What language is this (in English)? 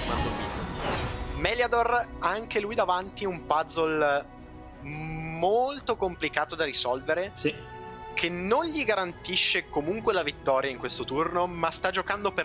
Italian